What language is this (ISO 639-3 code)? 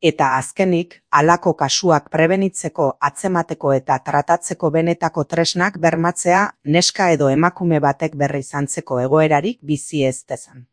eus